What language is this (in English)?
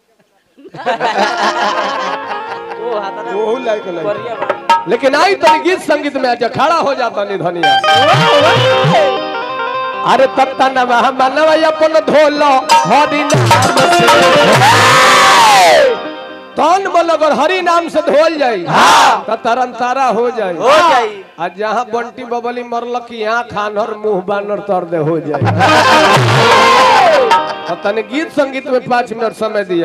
Bhojpuri